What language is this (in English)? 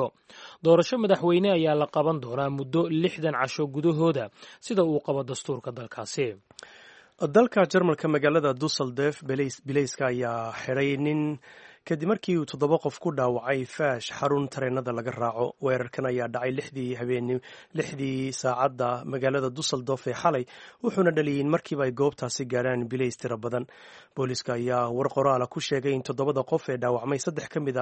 Somali